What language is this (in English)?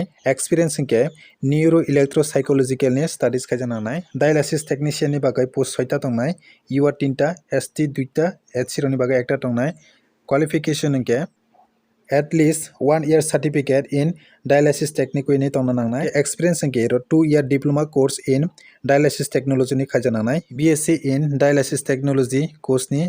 Kok Borok